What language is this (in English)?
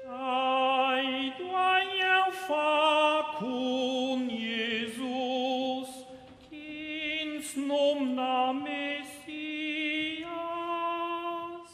Romansh